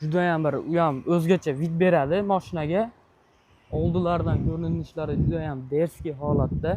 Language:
Uzbek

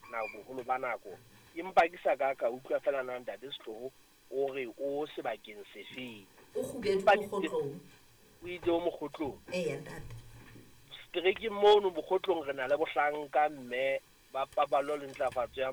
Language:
Southern Sotho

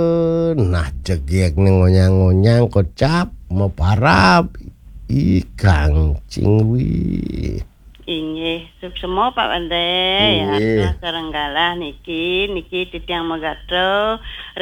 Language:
Balinese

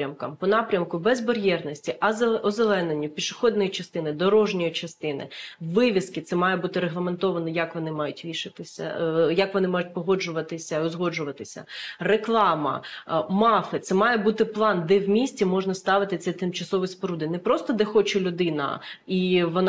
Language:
Ukrainian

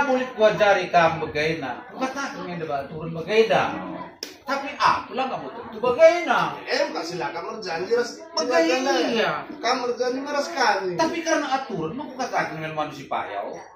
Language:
Batak Karo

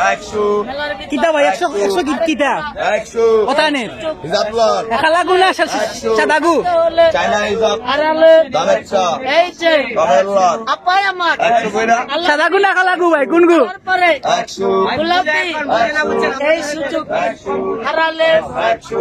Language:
Sylheti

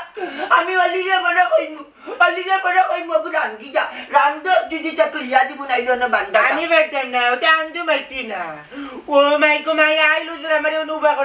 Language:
Sylheti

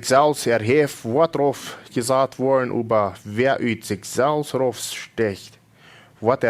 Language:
Plautdietsch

